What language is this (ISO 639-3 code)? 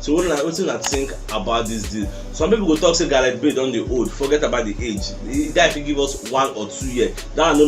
pcm